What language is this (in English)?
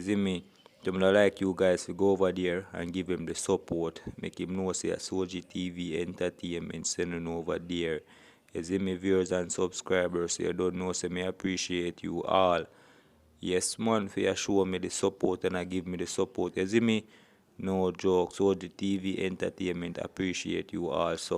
Jamaican Creole English